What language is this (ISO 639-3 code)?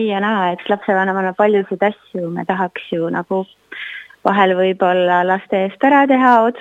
est